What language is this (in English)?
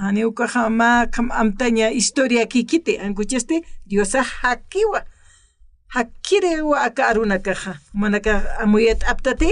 Aymara